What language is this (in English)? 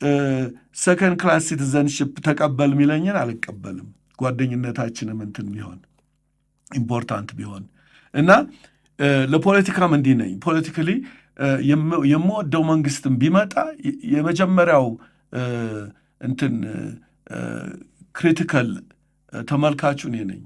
Amharic